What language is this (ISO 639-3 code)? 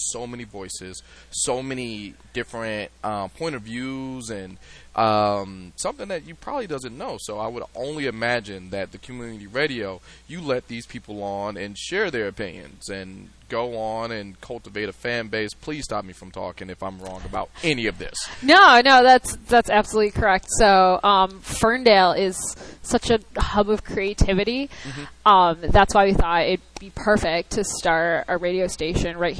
eng